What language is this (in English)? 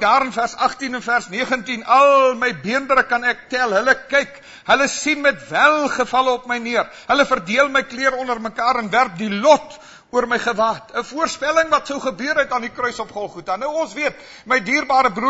Afrikaans